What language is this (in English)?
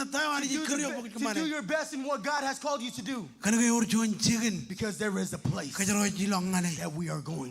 Marshallese